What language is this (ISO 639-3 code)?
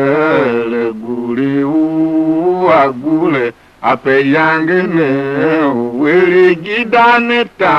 tiv